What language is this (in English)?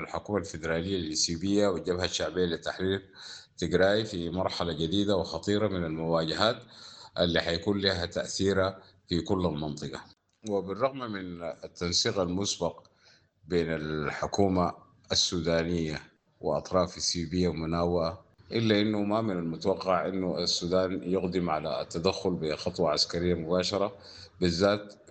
Sudanese Arabic